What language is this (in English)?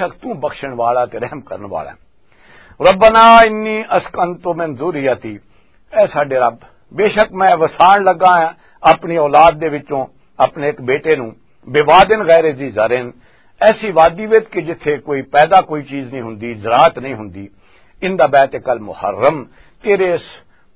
Western Panjabi